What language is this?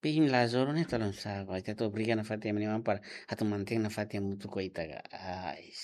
Tetum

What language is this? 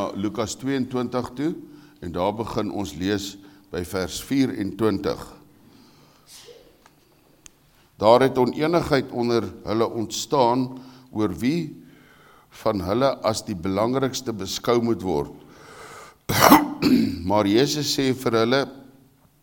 Afrikaans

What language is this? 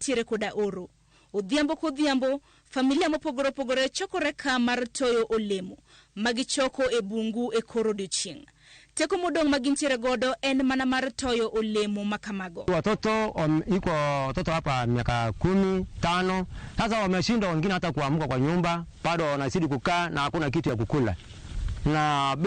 Luo (Kenya and Tanzania)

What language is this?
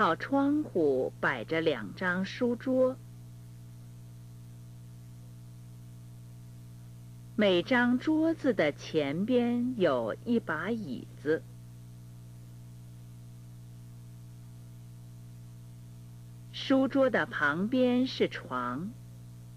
Chinese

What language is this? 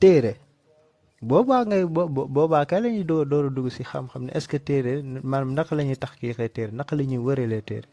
Wolof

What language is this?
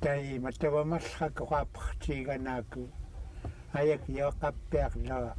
Central Yupik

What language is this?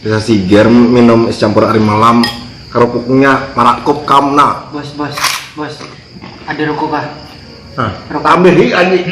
Banjar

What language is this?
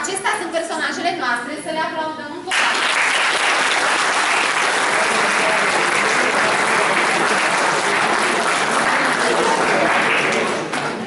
Romanian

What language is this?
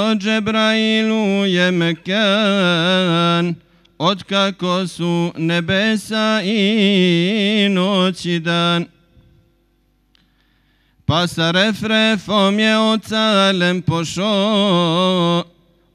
Bosnian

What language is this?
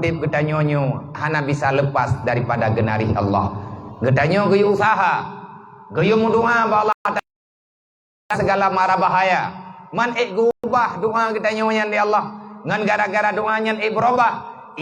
Achinese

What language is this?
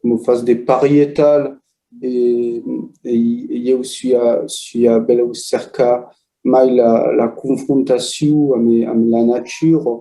Occitan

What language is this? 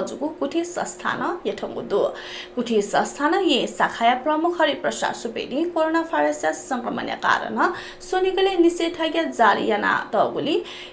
Newari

